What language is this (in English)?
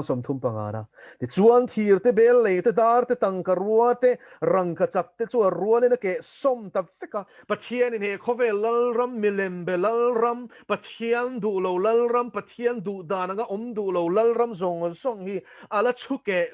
Mizo